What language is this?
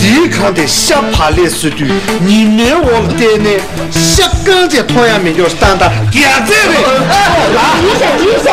Tibetan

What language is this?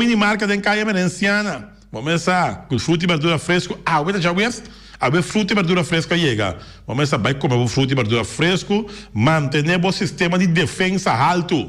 Papiamento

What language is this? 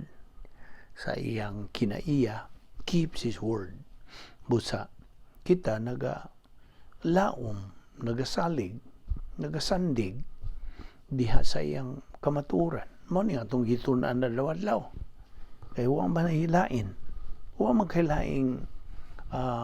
Cebuano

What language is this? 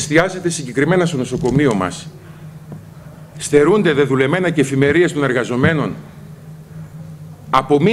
Greek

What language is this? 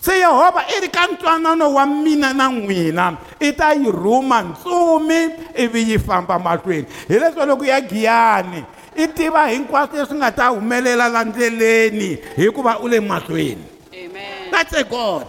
Tsonga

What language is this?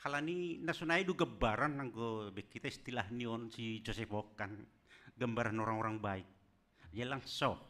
Batak Simalungun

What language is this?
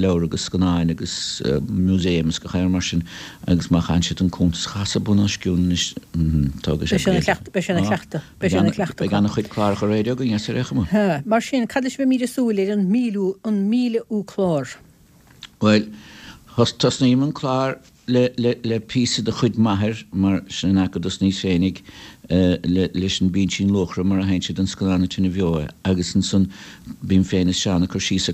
Irish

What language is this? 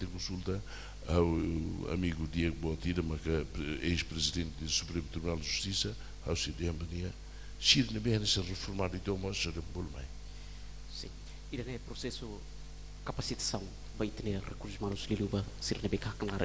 Tetum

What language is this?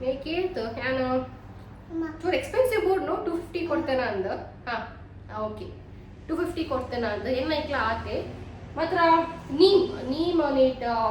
Tulu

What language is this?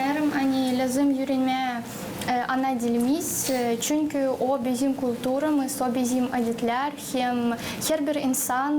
Gagauz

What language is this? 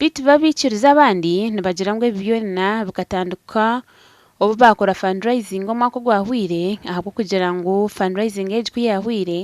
Nyankole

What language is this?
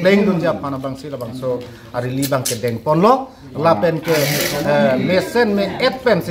Karbi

